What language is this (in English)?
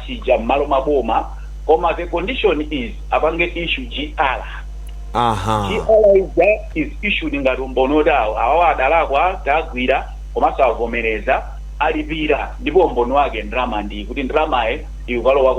Nyanja